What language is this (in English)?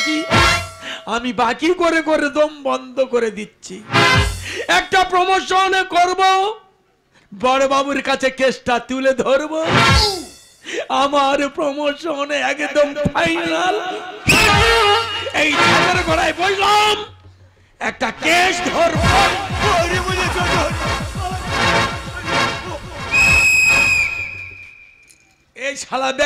Bangla